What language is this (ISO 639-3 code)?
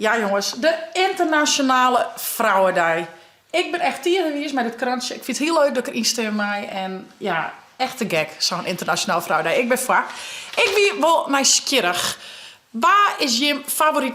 fry